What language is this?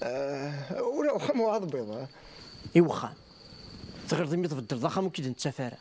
Kabyle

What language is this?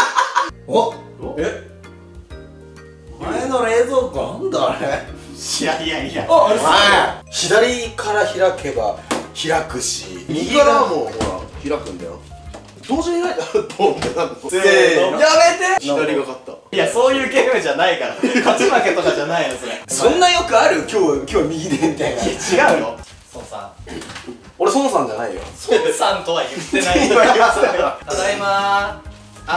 Japanese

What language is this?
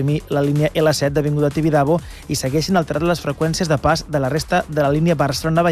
Catalan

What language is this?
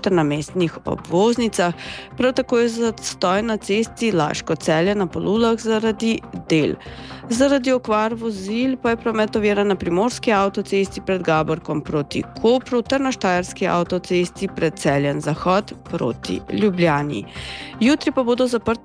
Slovenian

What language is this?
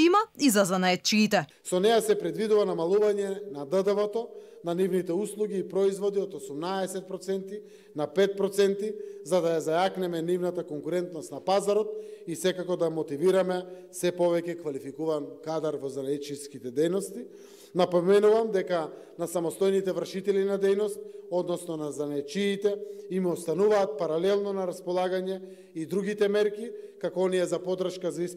Macedonian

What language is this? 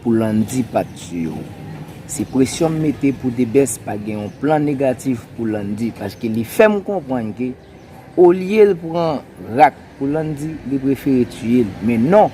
Haitian Creole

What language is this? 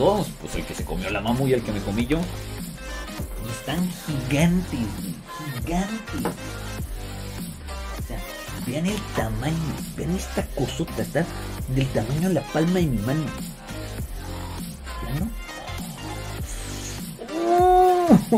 Spanish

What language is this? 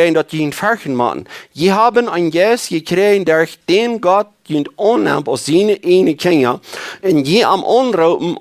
Plautdietsch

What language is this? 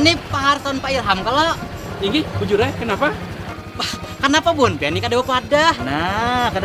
Banjar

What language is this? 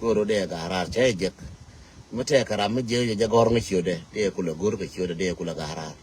Nuer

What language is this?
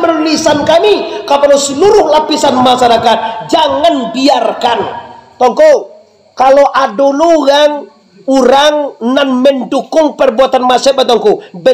Minangkabau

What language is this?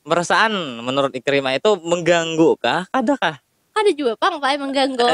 Banjar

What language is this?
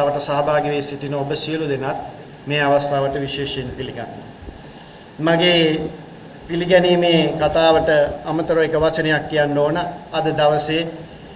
Sinhala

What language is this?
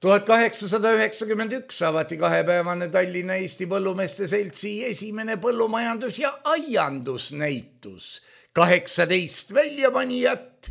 Estonian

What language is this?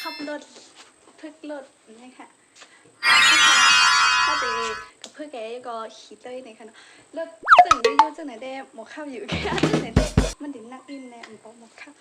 Shan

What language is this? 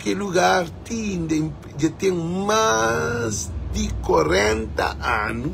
Kabuverdianu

